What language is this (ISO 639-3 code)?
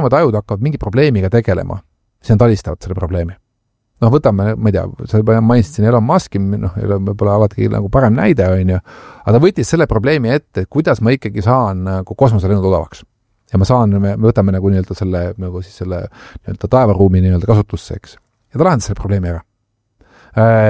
est